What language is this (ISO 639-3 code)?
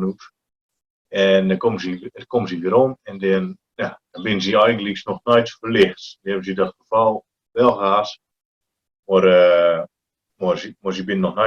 gos